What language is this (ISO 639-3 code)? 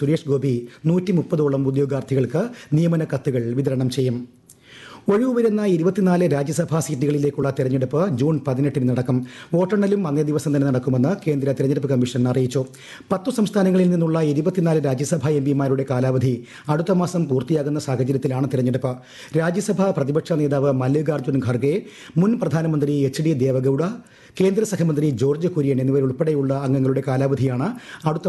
mal